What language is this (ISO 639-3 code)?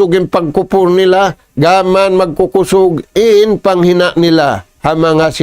tsg